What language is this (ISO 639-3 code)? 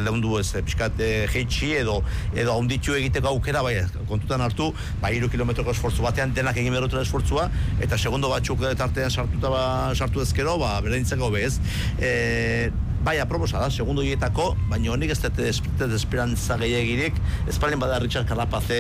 eus